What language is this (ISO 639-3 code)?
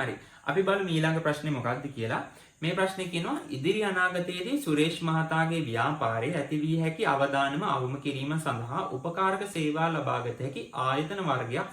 sin